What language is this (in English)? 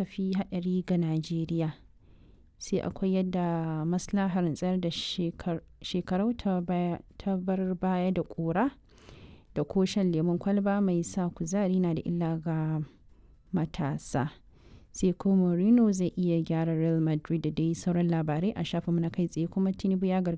Hausa